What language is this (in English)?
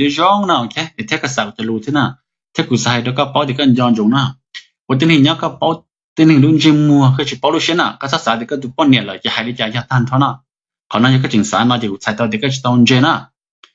Hmong